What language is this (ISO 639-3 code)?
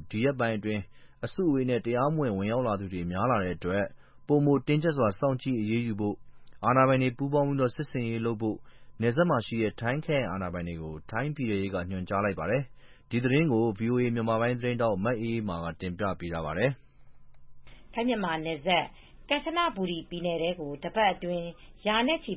mya